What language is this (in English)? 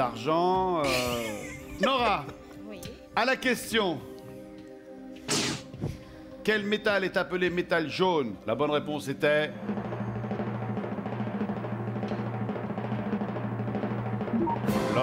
French